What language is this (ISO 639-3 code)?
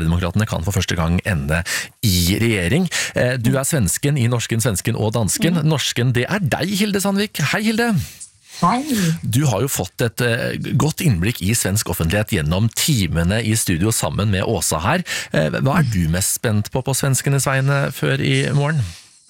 nor